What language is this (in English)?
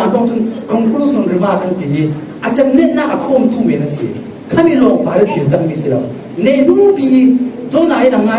Falam Chin